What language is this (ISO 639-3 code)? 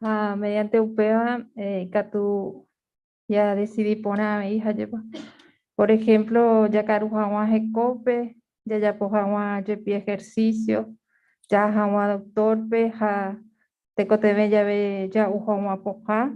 grn